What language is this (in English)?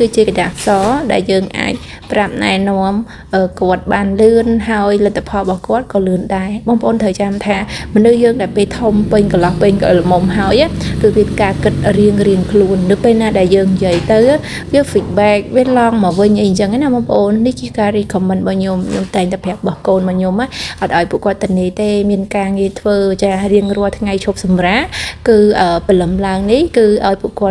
Khmer